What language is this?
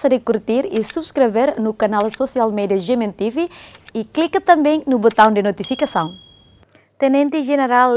Tetum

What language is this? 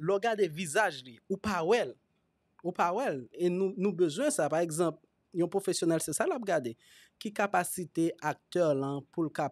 Haitian Creole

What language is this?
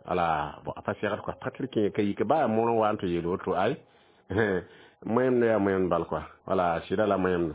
Mossi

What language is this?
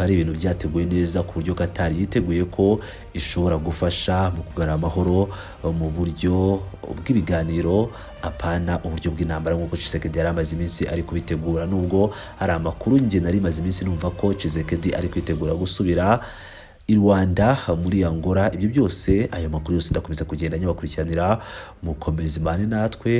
Kinyarwanda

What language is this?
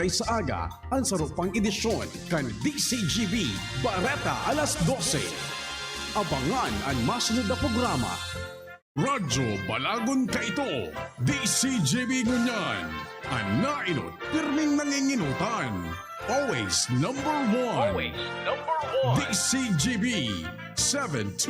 Bikol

